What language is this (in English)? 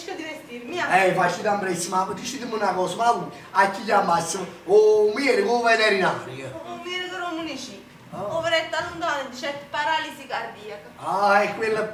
Neapolitan